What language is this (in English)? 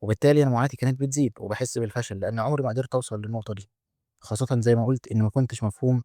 Egyptian Arabic